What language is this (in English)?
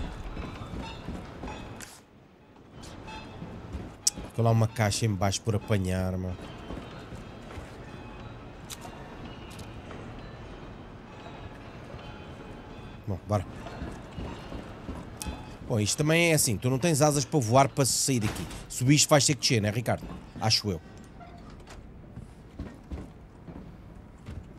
Portuguese